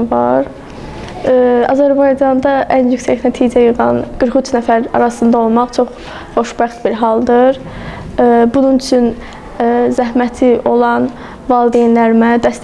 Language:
Azerbaijani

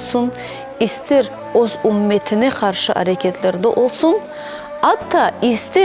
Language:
Crimean Tatar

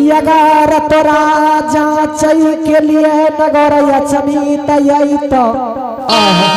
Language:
Angika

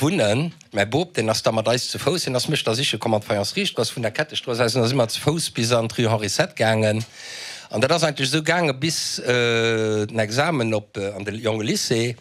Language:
Luxembourgish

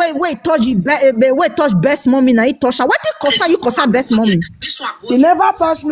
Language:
Nigerian Pidgin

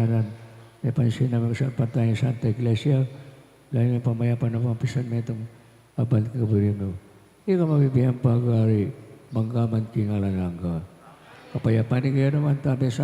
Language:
Pampanga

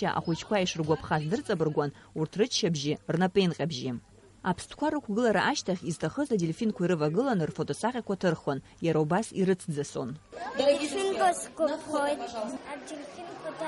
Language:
Abkhazian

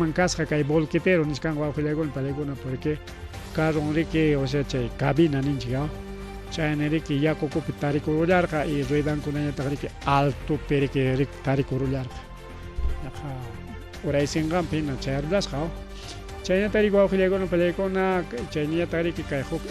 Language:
Ayacucho Quechua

